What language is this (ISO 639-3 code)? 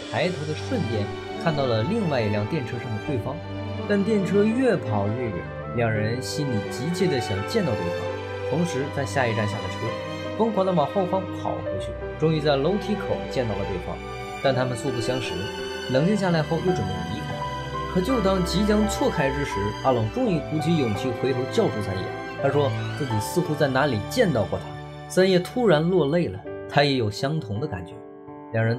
zho